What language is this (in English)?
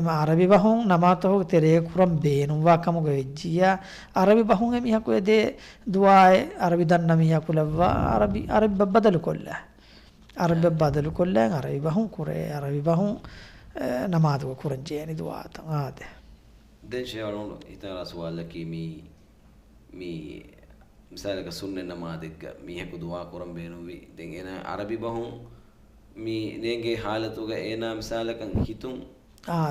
Divehi